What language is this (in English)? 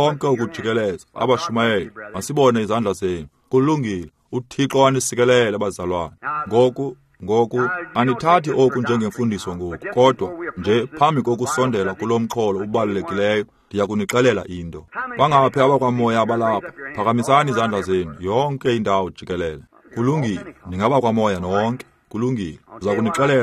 Xhosa